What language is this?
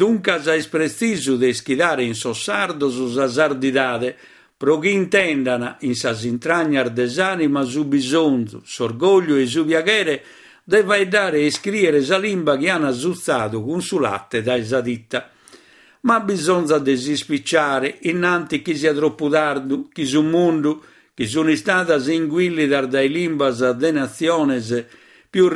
Sardinian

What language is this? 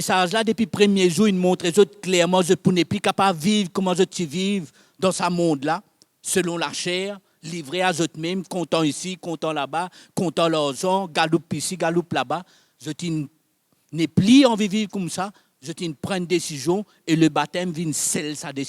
Morisyen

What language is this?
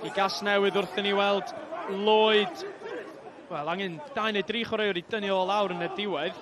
Welsh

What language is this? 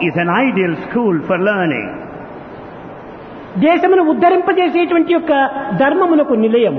Telugu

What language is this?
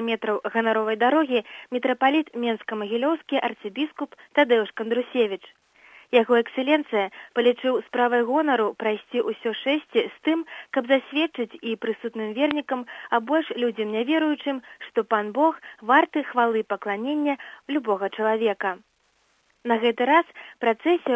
Belarusian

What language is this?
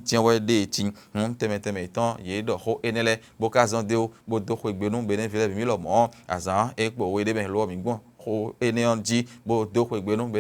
Fon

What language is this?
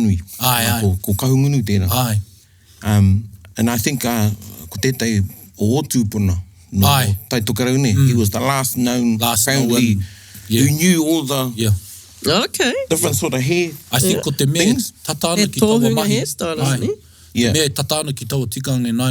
Māori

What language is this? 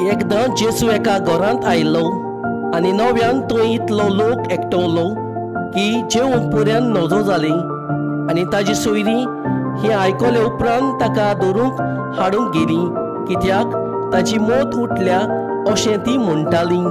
Konkani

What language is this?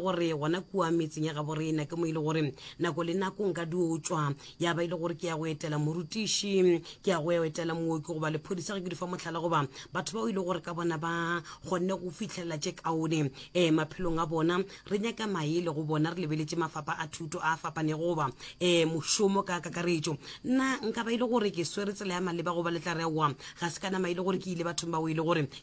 Northern Sotho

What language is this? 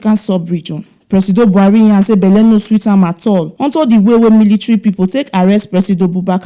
Nigerian Pidgin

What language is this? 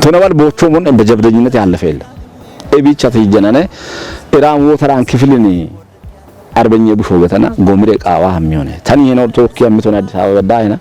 Kafa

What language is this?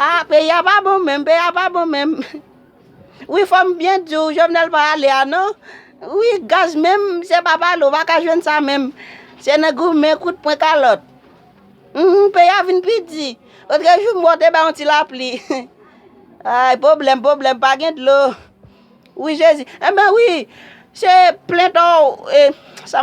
Haitian Creole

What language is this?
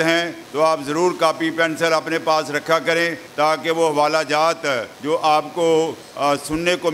Urdu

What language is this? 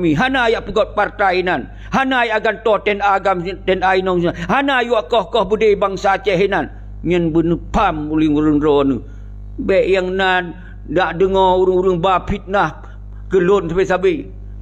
Achinese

